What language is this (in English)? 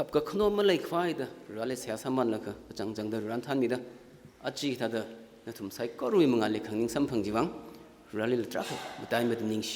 Tangkhul Naga (India)